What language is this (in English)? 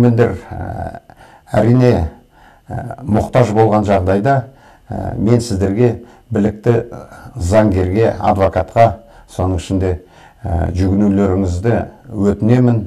Kazakh